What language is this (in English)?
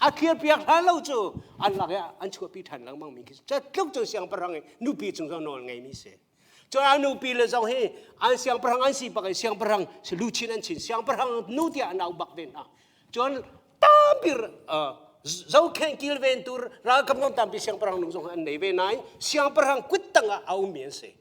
Hakha Chin